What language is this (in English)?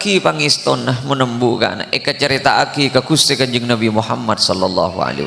Madurese